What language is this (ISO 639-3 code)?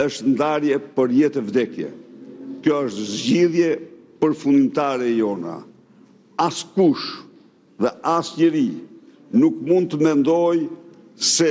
sqi